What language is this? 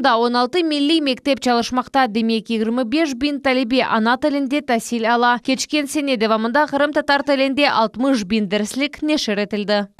Crimean Tatar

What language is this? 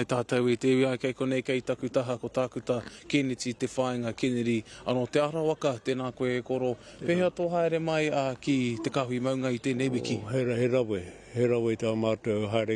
Māori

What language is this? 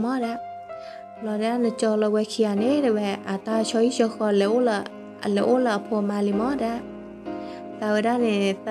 S'gaw Karen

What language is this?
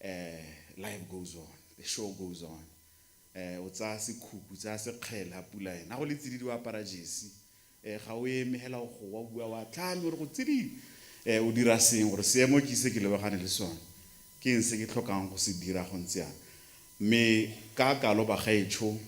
Tswana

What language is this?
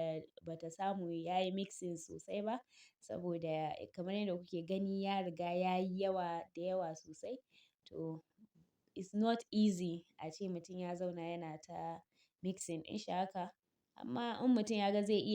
Hausa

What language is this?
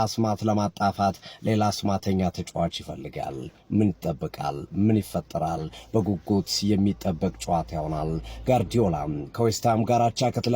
Amharic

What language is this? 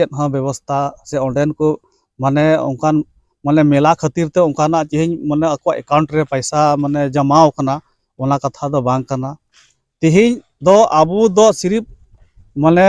Santali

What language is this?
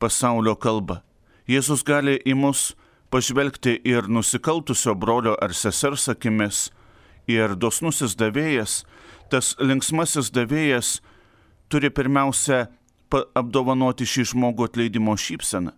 Lithuanian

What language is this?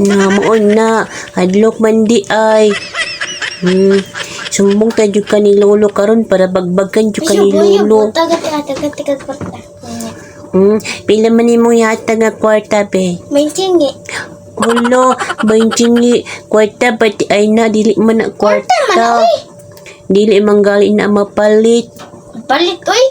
Cebuano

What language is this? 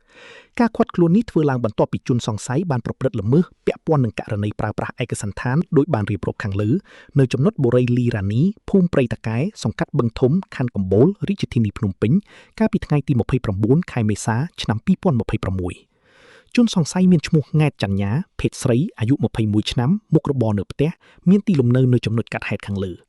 Khmer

